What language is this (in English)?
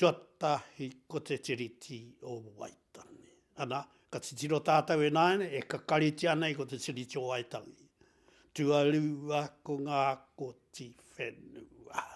Māori